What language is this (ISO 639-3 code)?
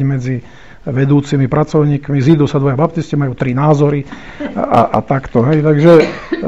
slk